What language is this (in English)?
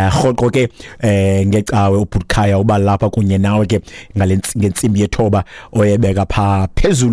Xhosa